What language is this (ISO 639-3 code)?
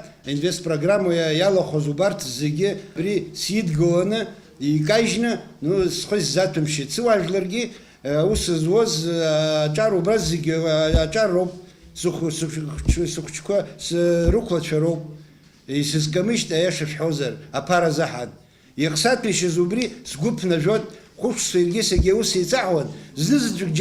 abk